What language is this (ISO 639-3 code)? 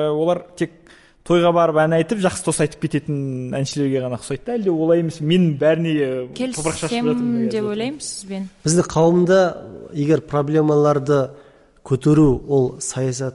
kaz